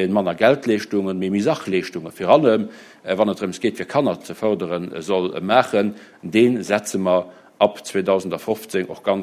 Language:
Luxembourgish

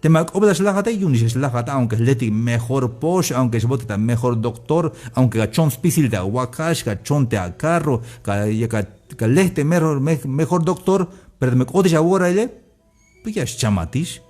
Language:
Tzeltal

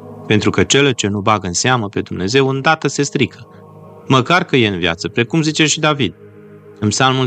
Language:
Romanian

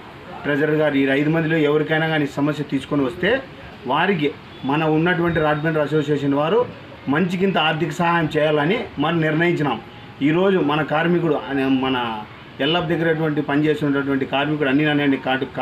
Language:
Telugu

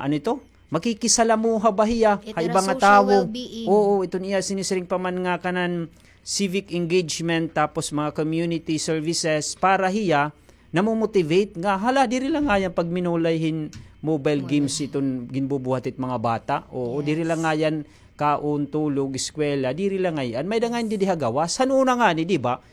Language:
Waray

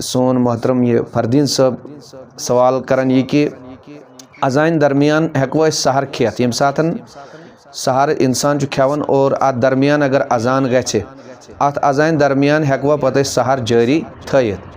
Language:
Kashmiri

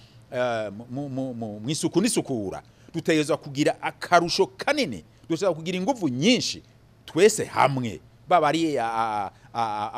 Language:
Rundi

